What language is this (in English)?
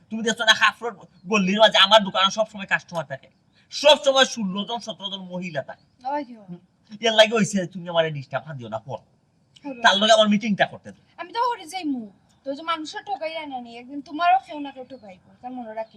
Sylheti